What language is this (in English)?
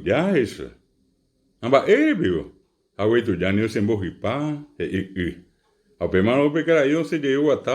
Guarani